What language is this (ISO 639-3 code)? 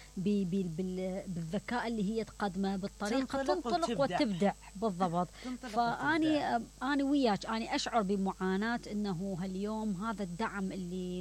acm